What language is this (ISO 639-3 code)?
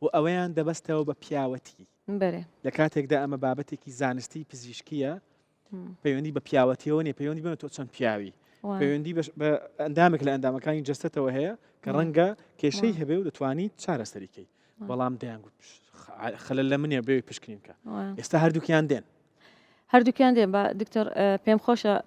ckb